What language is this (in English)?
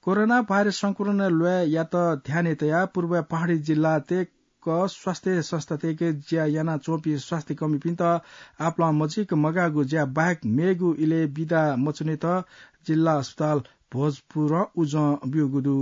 Newari